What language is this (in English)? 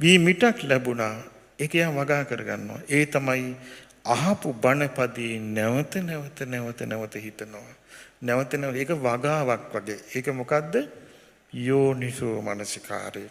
Sinhala